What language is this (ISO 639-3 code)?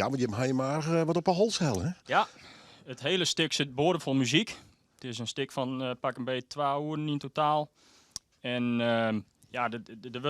fry